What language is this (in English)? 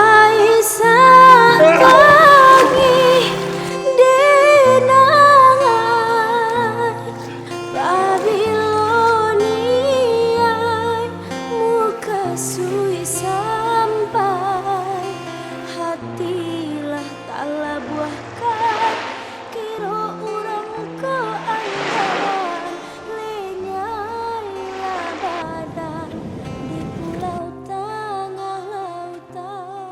Minangkabau